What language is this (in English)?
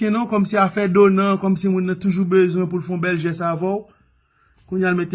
Haitian Creole